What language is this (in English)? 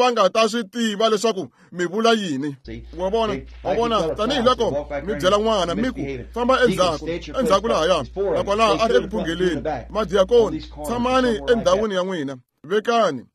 Tsonga